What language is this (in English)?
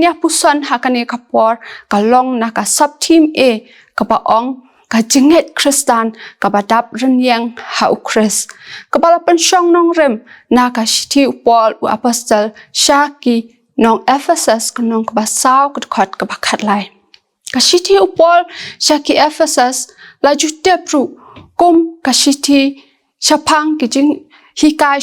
Khasi